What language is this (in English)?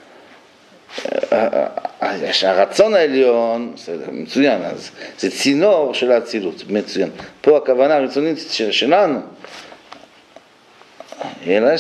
Hebrew